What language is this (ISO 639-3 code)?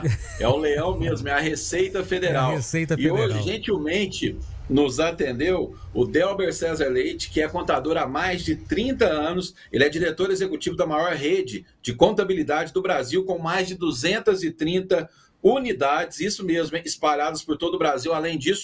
por